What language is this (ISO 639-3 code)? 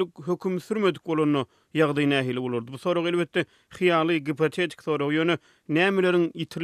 tuk